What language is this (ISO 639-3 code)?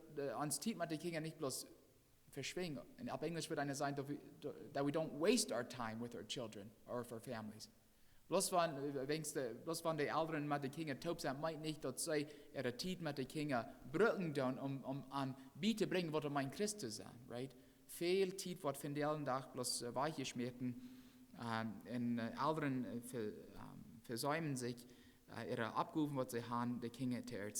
pdt